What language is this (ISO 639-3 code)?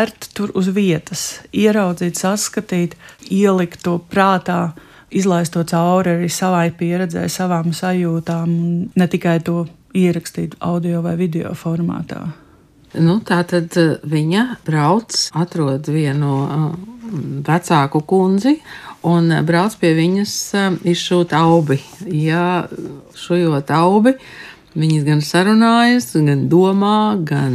lav